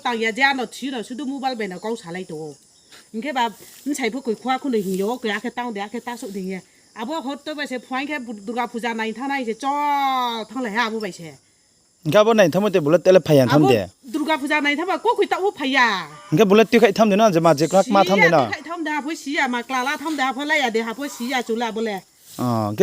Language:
Riang (India)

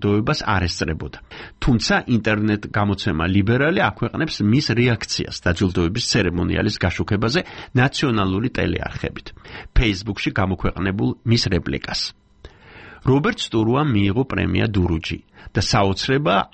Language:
Georgian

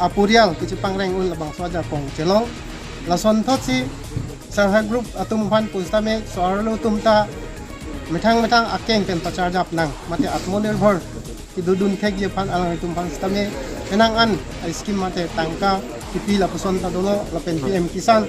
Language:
Karbi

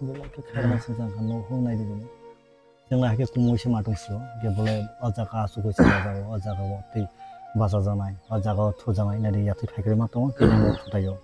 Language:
Kok Borok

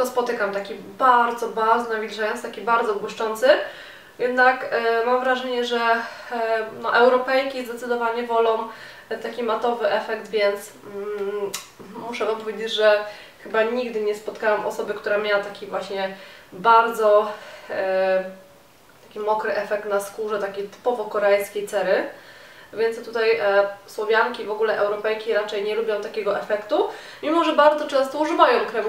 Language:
Polish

